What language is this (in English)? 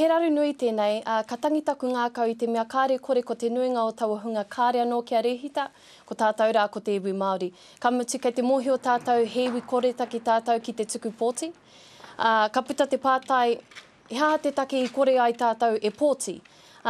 Māori